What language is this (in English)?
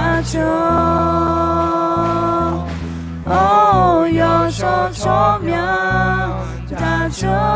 Akha